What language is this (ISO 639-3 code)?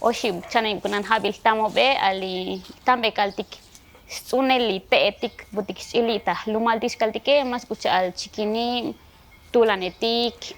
tzo